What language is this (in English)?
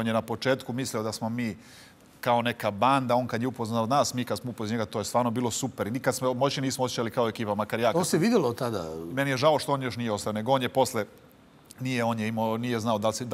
Serbian